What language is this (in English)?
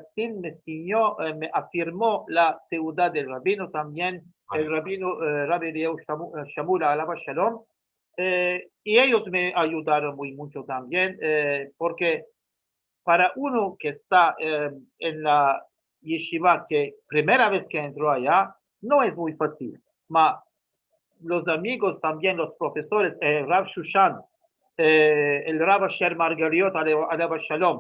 Ladino